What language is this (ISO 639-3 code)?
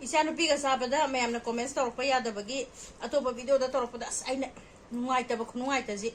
mni